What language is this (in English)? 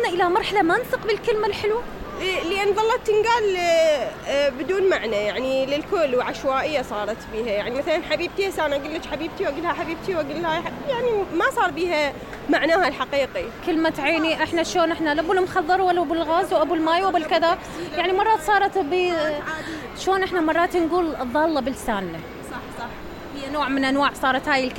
Mesopotamian Arabic